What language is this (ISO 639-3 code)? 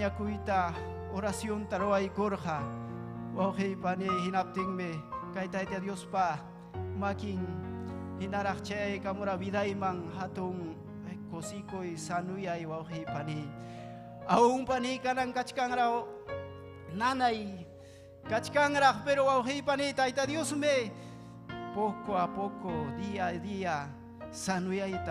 quy